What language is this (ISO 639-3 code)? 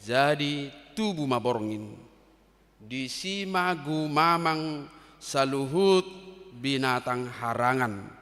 bbc